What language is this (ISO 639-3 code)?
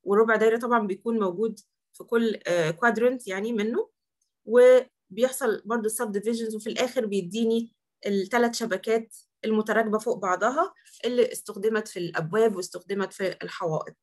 arz